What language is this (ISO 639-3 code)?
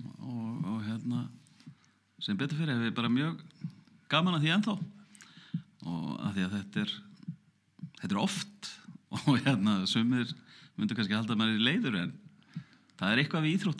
isl